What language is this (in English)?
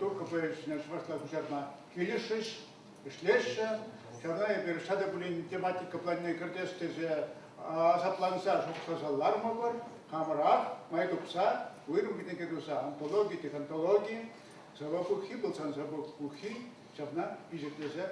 Chuvash